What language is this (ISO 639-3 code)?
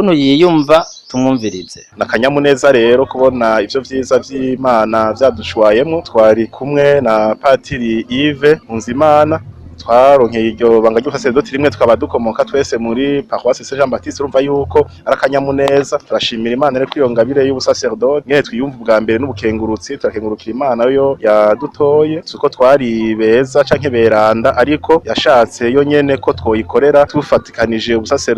run